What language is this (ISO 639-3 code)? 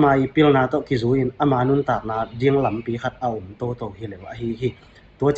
ctd